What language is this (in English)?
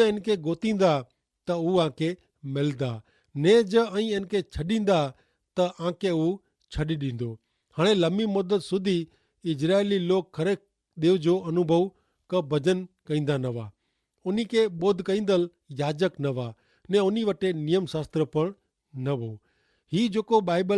Kachhi